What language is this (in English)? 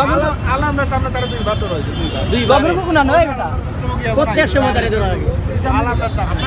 Sylheti